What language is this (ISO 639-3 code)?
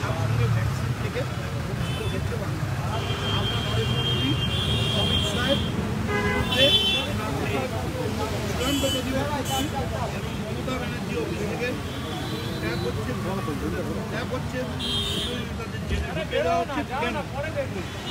ben